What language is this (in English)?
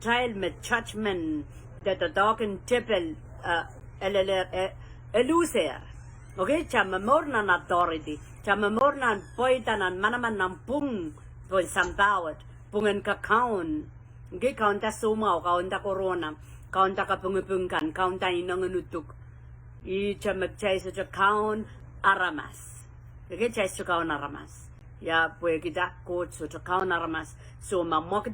Pohnpeian